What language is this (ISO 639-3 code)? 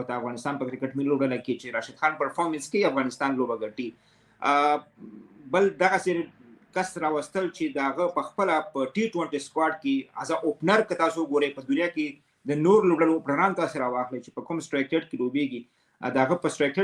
pus